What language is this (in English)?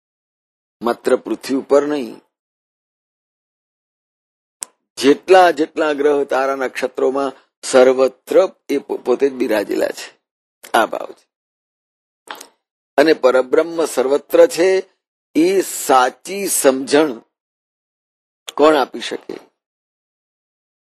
Gujarati